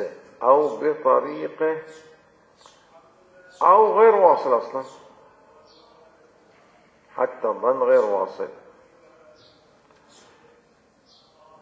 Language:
Arabic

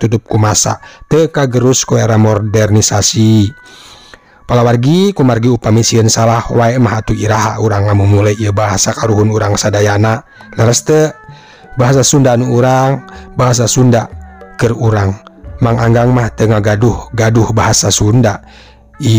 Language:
Sundanese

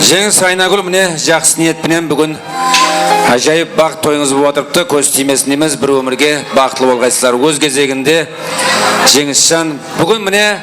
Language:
Kara-Kalpak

